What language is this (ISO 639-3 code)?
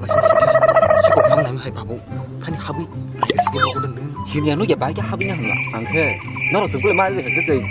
trp